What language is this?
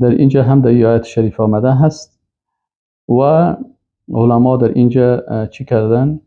Persian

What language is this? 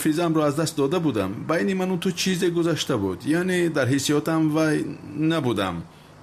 Tajik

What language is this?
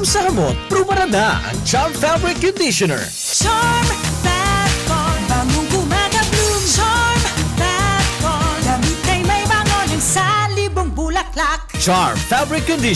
Bikol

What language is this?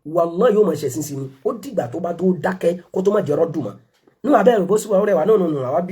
Yoruba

